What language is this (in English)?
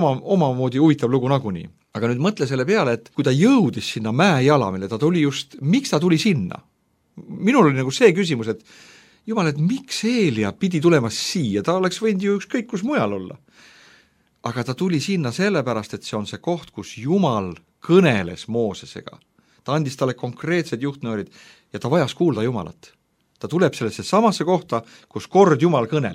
Estonian